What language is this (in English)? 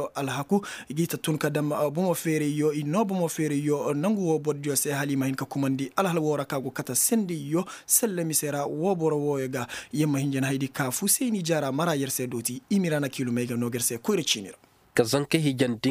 Koyraboro Senni